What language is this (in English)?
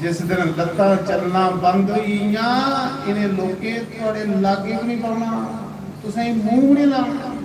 Dogri